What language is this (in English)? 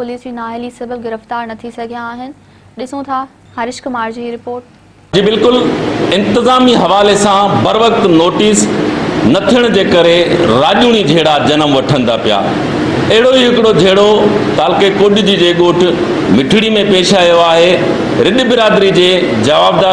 Sindhi